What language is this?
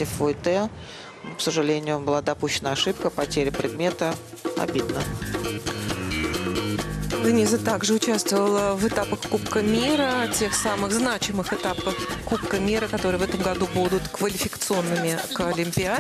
Russian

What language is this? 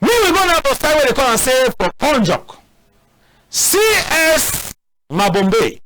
Cameroon Pidgin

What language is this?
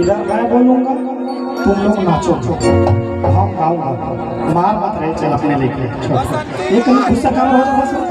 Chhattisgarhi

